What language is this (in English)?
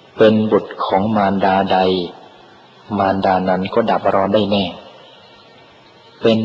Thai